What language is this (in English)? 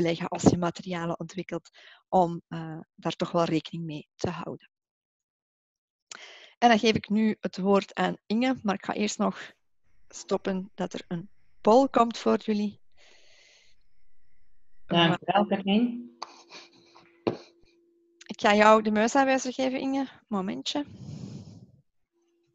Dutch